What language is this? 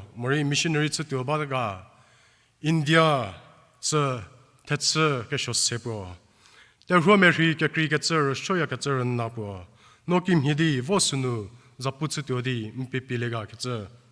Angami Naga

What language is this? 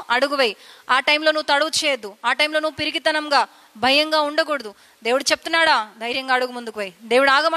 Telugu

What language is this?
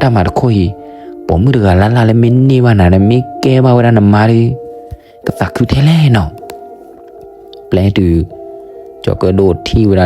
S'gaw Karen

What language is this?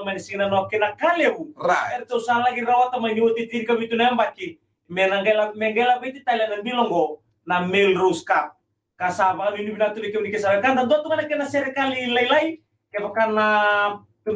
Fijian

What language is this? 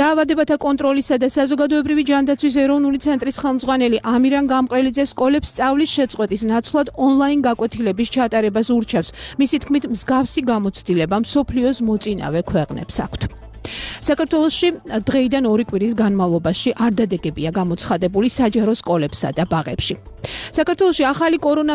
Georgian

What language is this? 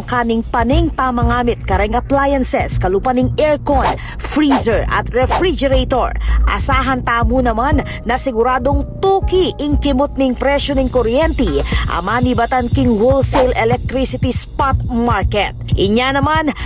Pampanga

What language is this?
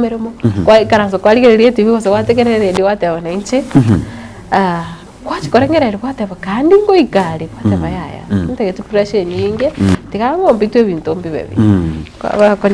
Gusii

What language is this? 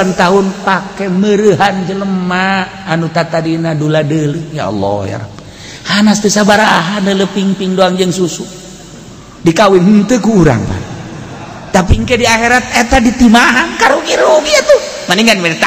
Sundanese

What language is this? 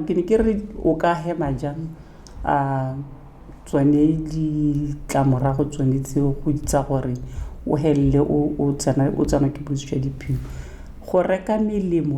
Tswana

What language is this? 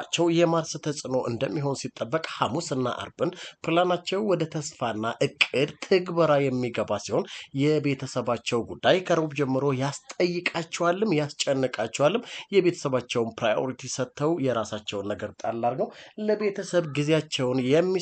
Amharic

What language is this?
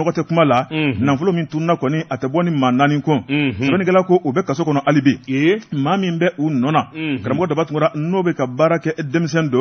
Bambara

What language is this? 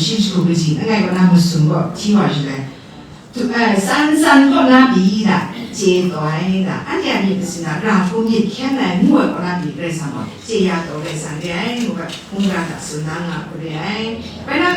Kachin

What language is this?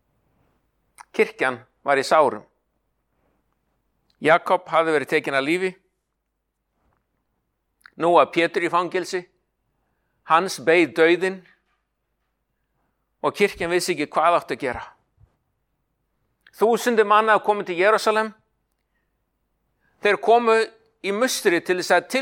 Icelandic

